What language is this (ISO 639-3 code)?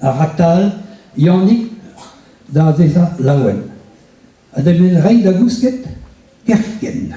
bre